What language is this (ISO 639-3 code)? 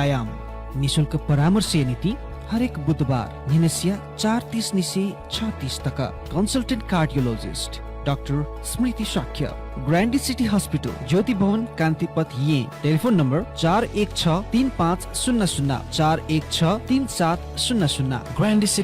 new